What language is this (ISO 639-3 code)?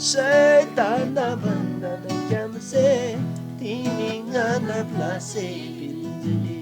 taj